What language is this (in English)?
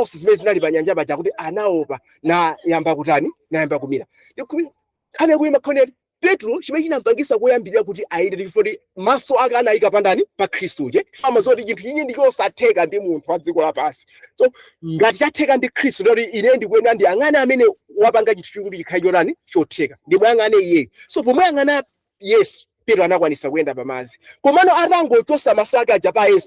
Nyanja